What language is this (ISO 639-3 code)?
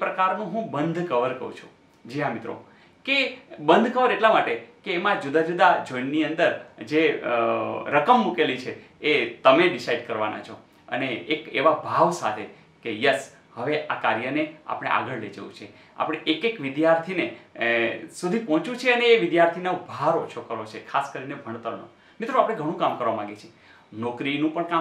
guj